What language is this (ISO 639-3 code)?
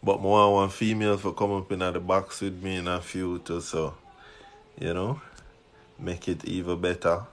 jam